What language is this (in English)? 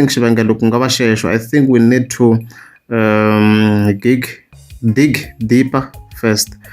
Tsonga